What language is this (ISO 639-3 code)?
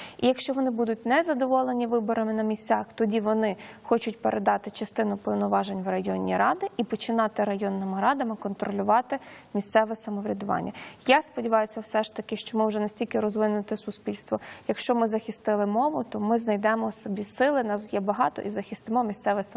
ukr